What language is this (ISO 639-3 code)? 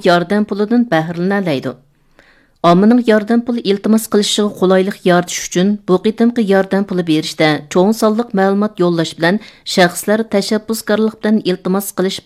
uig